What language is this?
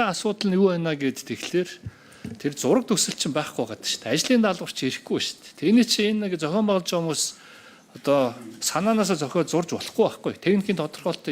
Mongolian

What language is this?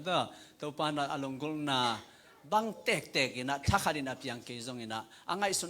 Tedim Chin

